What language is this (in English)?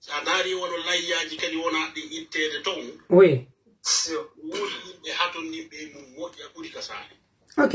Pular